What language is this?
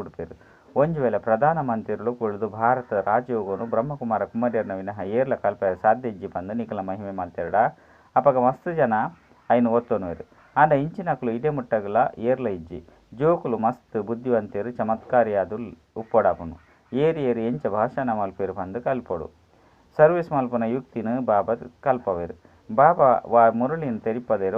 Tulu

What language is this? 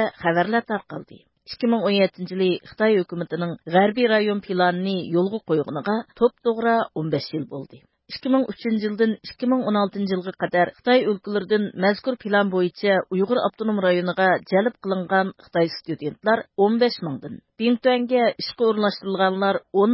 Uyghur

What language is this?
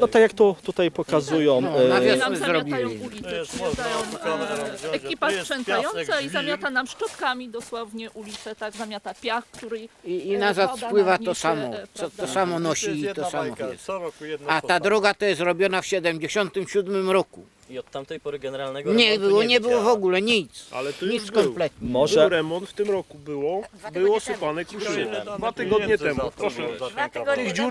Polish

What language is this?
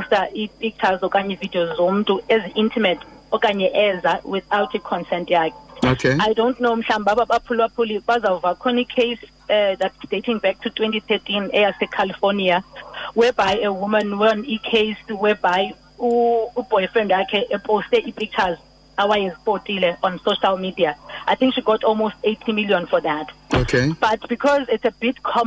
Xhosa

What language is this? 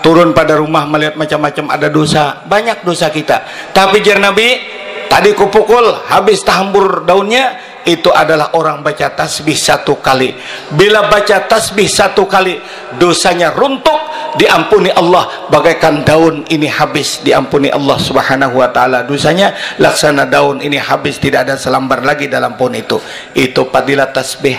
Banjar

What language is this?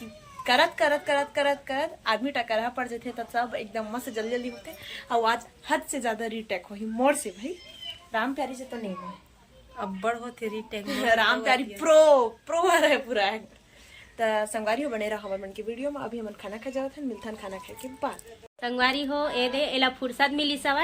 Chhattisgarhi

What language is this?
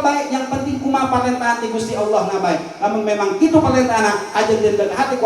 Sundanese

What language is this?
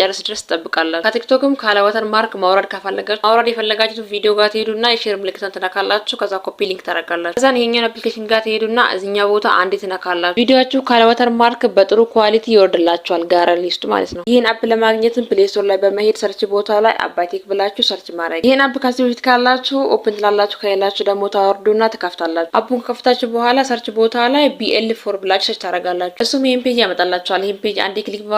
Amharic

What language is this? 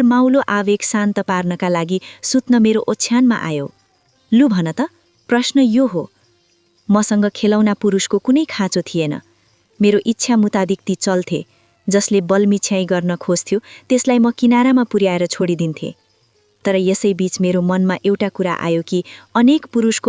Nepali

